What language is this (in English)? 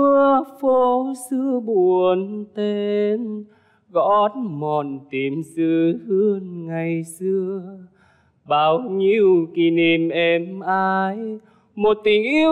Vietnamese